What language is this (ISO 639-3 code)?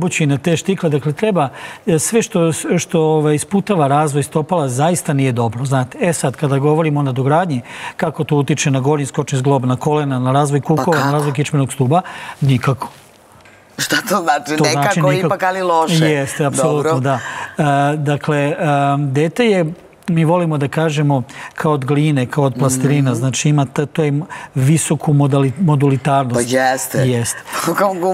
srp